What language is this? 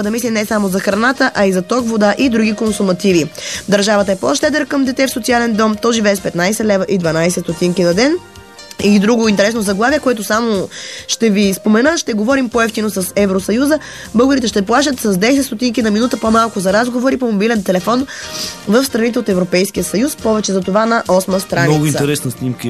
Bulgarian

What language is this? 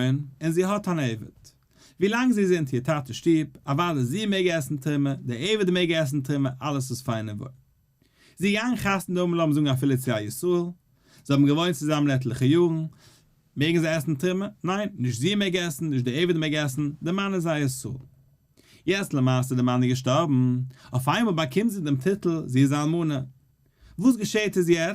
Yiddish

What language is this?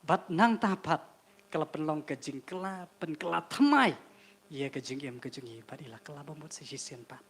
Khasi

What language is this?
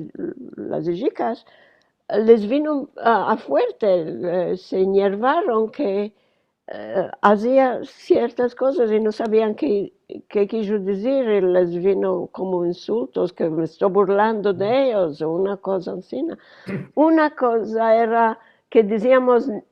Ladino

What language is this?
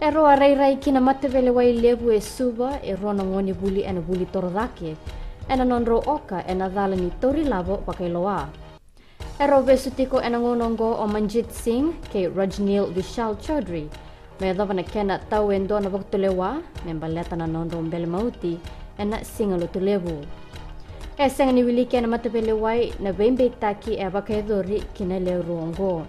Fijian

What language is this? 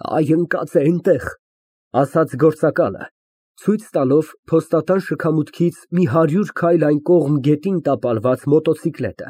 Armenian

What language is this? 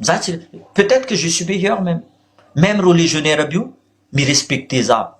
Malagasy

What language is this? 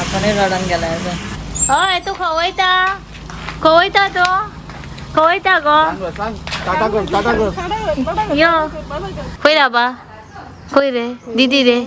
Konkani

